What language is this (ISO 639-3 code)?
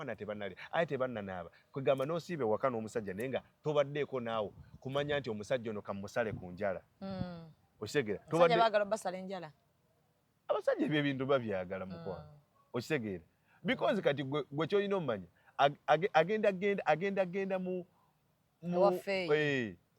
lug